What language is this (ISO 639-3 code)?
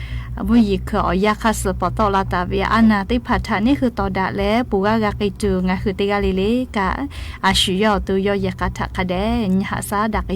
lhu